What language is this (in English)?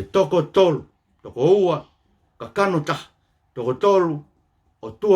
Tongan